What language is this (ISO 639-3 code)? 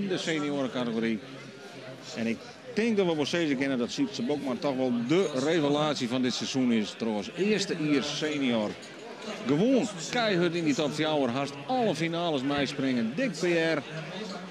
fry